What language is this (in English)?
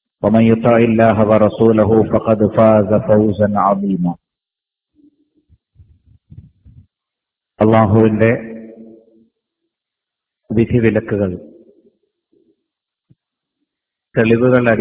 Malayalam